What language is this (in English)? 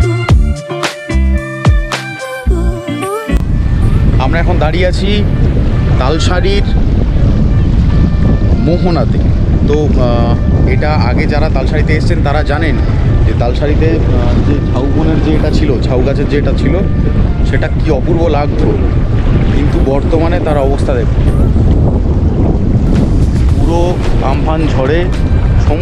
Bangla